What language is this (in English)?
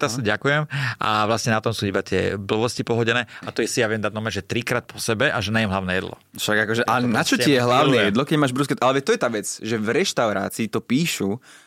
Slovak